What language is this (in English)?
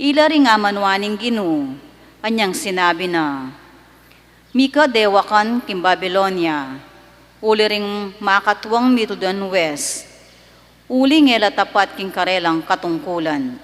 Pampanga